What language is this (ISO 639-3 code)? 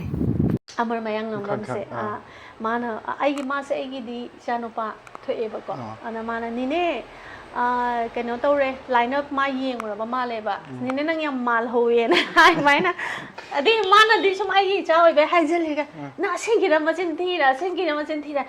mni